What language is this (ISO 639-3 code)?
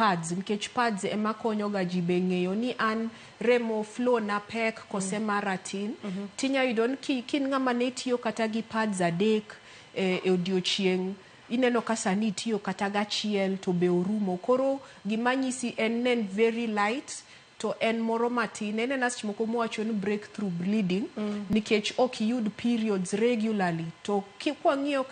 luo